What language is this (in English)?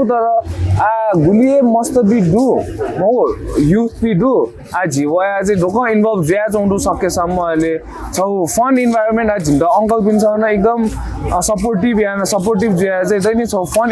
Newari